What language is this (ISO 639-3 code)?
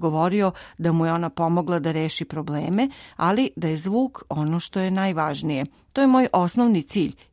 srp